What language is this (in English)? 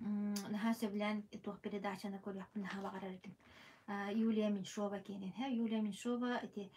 Yakut